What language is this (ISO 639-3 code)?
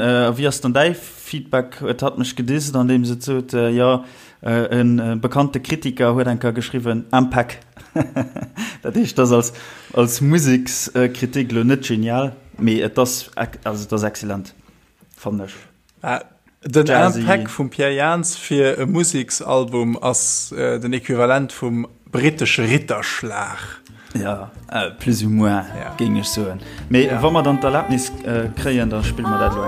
ltz